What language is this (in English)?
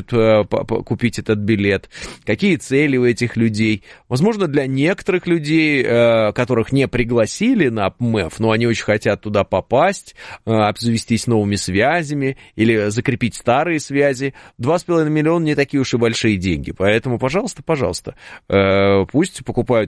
Russian